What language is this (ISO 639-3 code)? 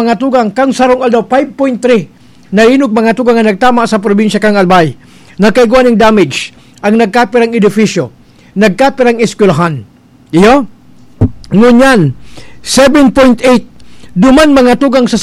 bik